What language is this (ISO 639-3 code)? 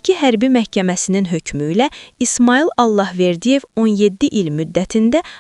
aze